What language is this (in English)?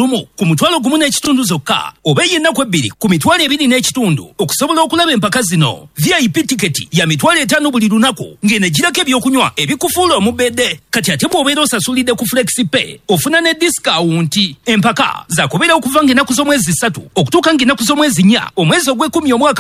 Ganda